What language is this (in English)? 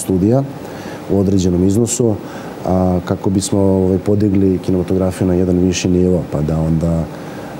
Serbian